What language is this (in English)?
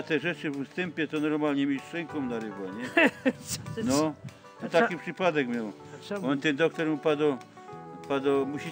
Silesian